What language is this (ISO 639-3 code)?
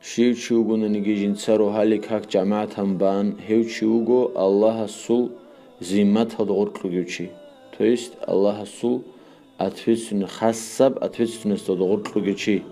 ava